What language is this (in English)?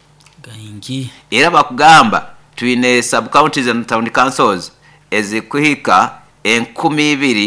Nyoro